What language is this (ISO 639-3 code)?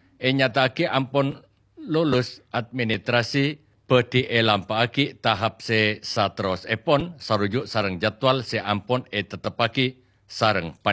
mad